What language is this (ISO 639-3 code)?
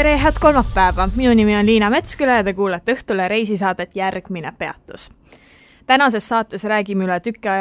est